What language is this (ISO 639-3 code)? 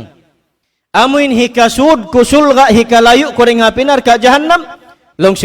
tsg